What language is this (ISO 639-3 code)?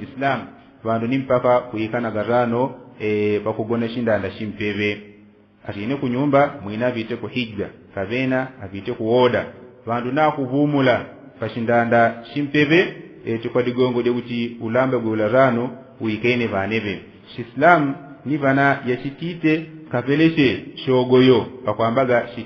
yao